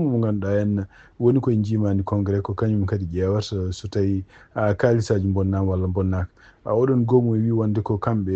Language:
Fula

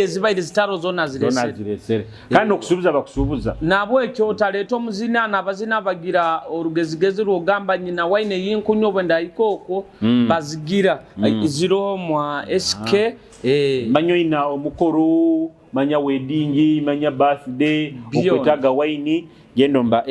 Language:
Nyoro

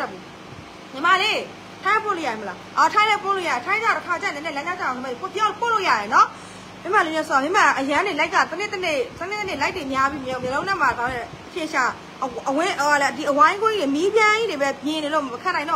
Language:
Burmese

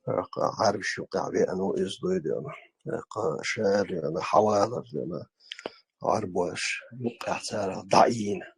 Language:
Chechen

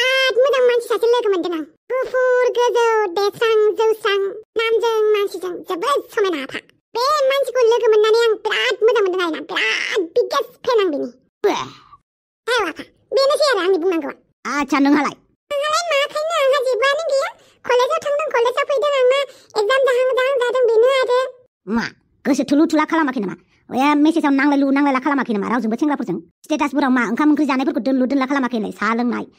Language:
Bodo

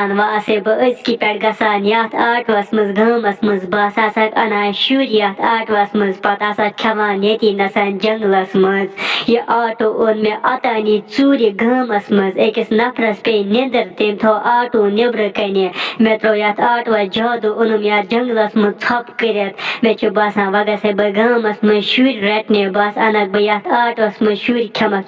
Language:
Kashmiri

